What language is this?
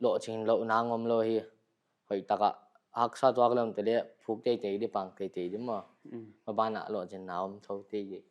Paite Chin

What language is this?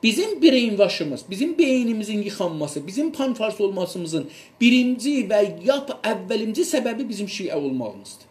South Azerbaijani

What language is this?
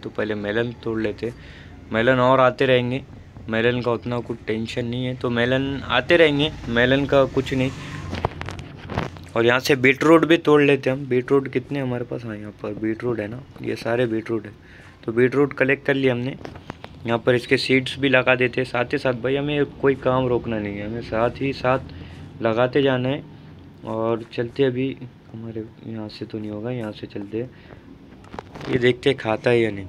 Hindi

